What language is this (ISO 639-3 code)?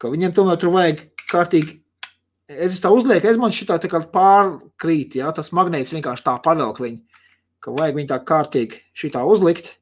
lav